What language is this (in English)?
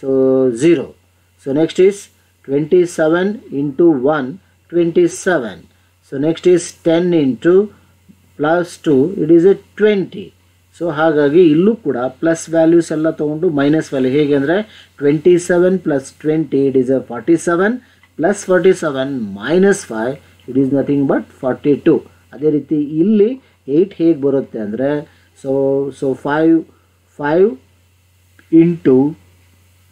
Kannada